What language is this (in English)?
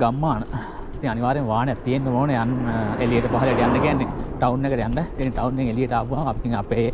Sinhala